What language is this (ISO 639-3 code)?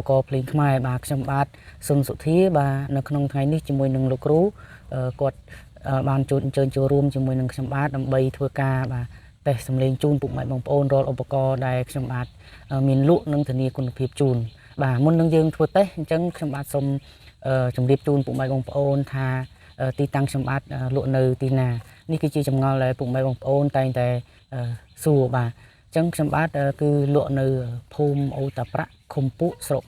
khm